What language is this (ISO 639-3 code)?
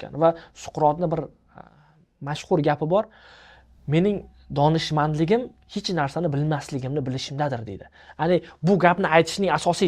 uzb